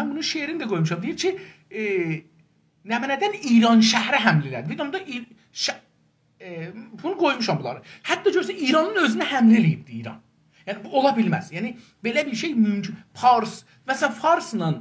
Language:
South Azerbaijani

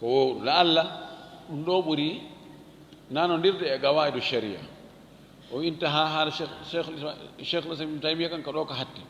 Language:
Fula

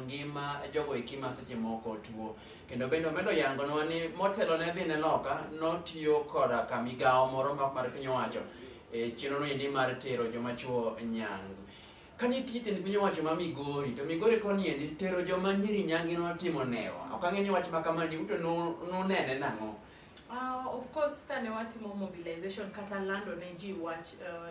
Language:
Luo (Kenya and Tanzania)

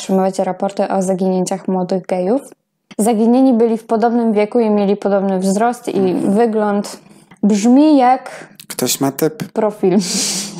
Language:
Polish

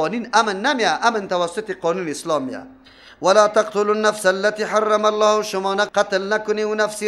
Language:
Persian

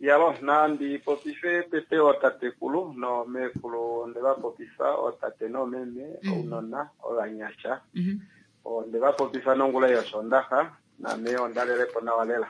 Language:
Kuanyama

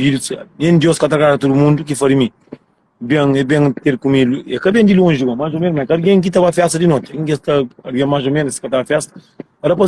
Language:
Kabuverdianu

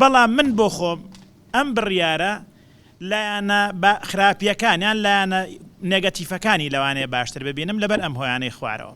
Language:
Central Kurdish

